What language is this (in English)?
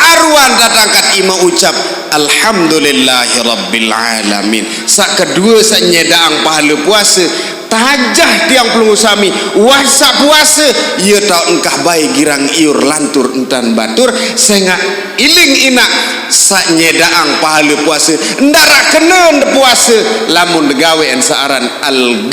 Sasak